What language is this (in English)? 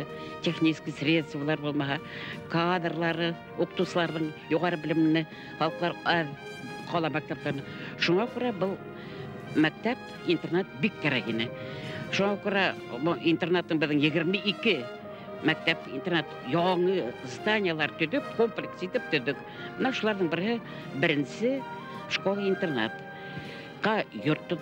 Bashkir